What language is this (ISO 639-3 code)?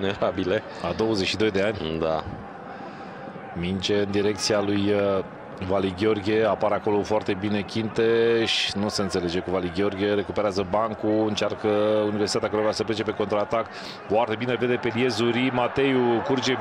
ron